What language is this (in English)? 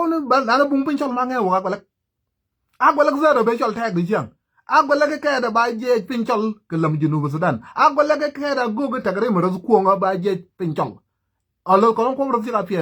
Nuer